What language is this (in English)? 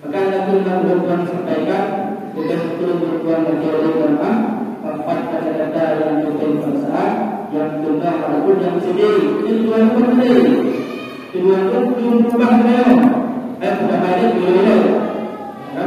Achinese